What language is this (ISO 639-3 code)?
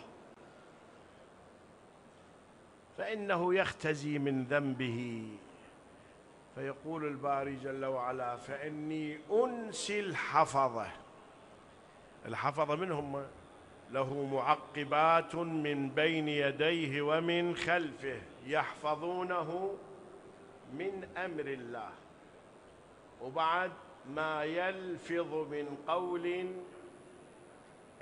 ara